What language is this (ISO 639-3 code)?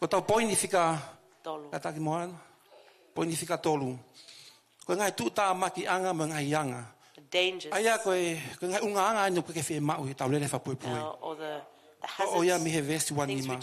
ton